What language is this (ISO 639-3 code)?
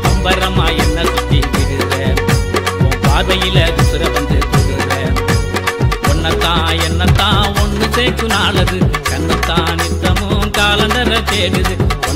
tam